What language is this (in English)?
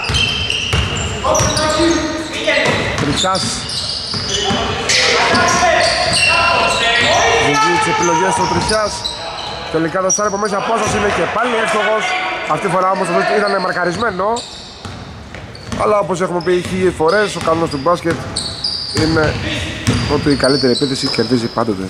Greek